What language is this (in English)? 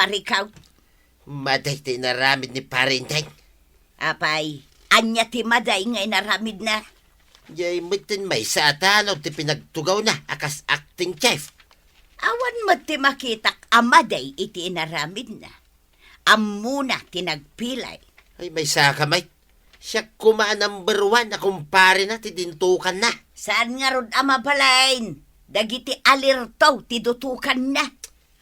Iloko